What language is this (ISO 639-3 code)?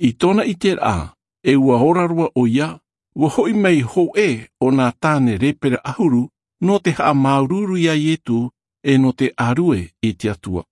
tah